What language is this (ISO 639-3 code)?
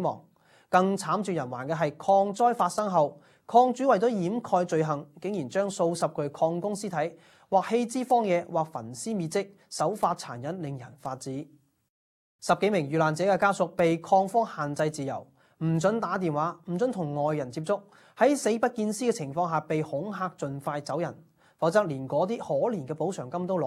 yue